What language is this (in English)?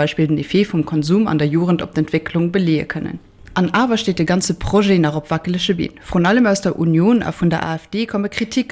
Luxembourgish